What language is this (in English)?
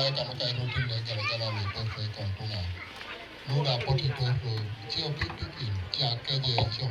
Teso